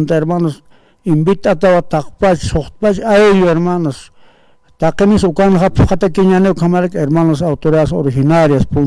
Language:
Aymara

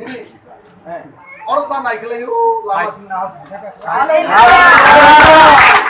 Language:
Kok Borok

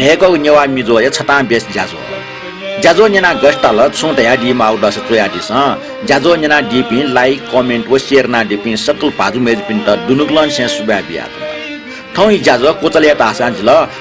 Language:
Newari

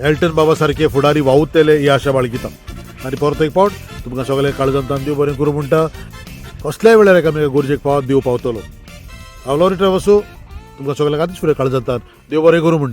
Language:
Konkani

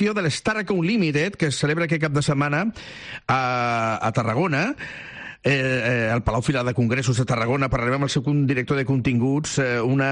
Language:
Catalan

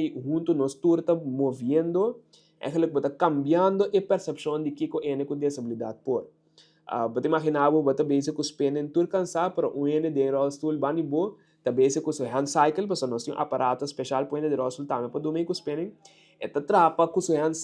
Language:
Papiamento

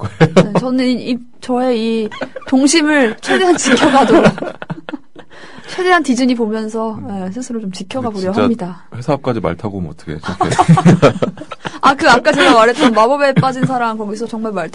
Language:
Korean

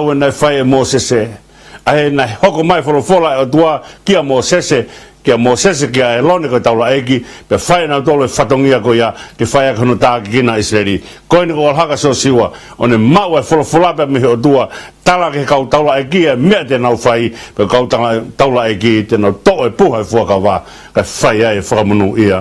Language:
Tongan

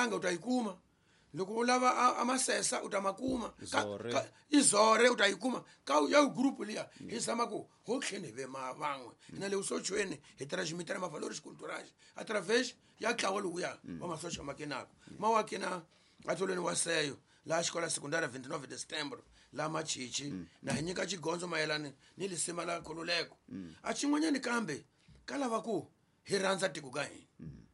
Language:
Tsonga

